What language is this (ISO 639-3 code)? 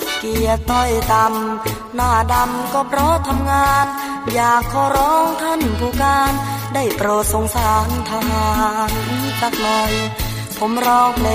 tha